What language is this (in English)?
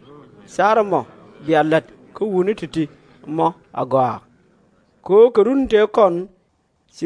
Nuer